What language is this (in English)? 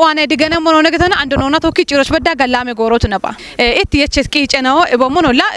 Kafa